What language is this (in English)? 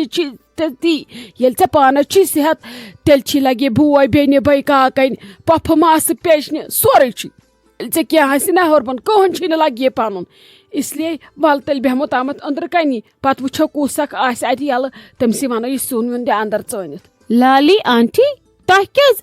Kashmiri